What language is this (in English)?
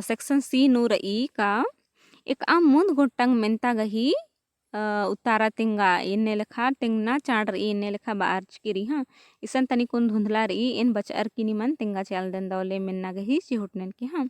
Kurukh